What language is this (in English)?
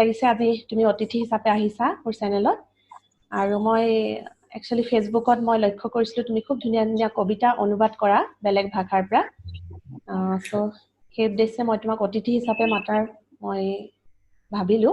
Assamese